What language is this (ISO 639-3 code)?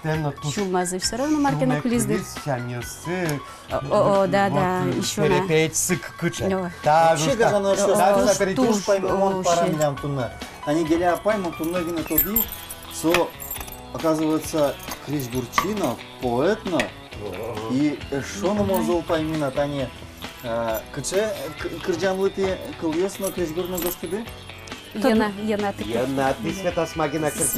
udm